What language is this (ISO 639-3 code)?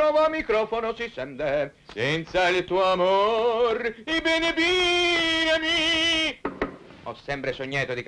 ita